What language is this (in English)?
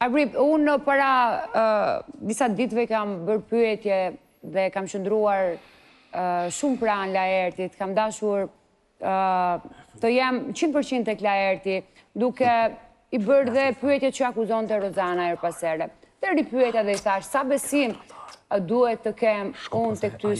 Albanian